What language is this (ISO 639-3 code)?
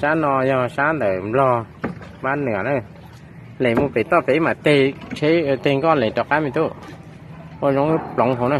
hmn